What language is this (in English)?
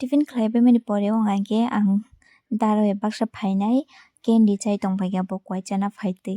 Kok Borok